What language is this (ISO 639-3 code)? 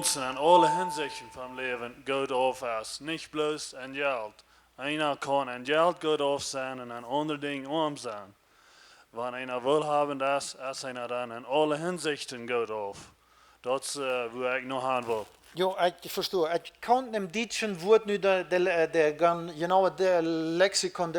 pdt